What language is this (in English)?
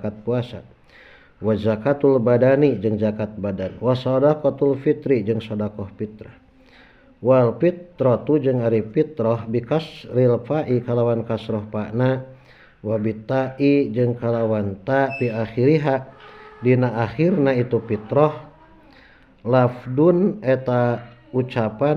Sundanese